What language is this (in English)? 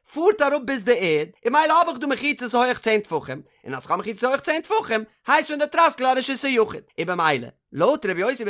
Yiddish